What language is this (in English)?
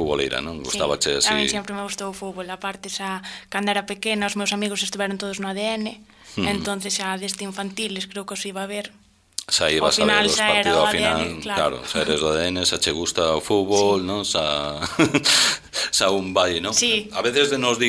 Galician